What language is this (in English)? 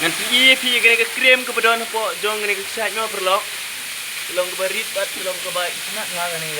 Khasi